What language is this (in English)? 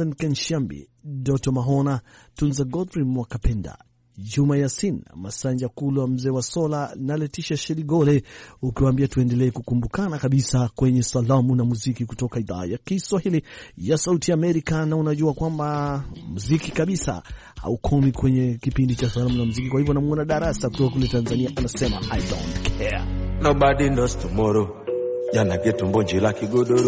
Swahili